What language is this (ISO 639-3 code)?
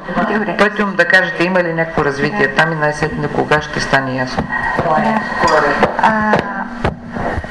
bul